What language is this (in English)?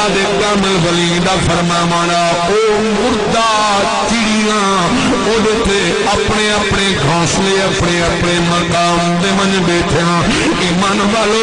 Saraiki